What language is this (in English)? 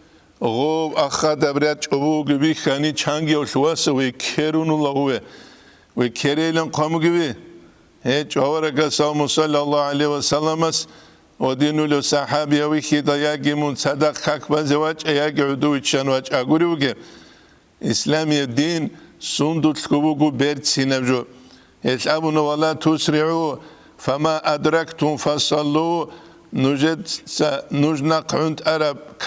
Avaric